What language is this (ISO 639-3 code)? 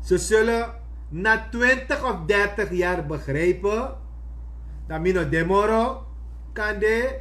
srn